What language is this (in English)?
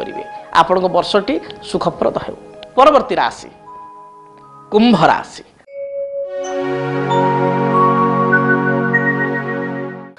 Odia